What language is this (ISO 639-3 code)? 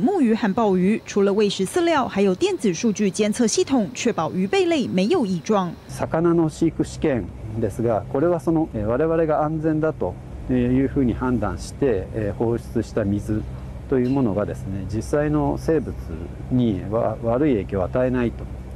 zho